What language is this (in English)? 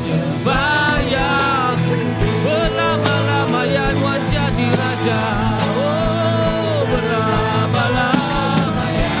Iban